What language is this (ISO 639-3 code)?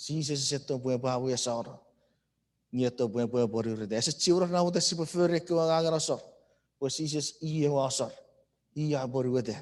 chk